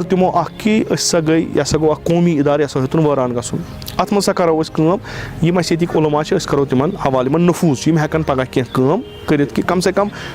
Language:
Kashmiri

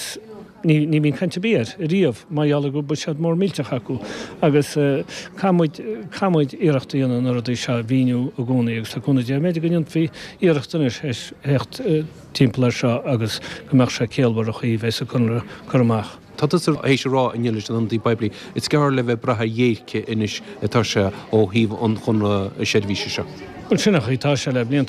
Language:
Irish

